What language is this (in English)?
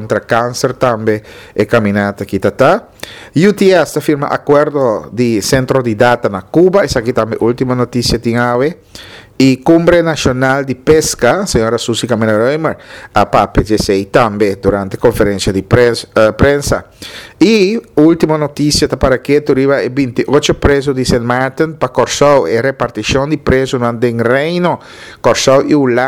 Papiamento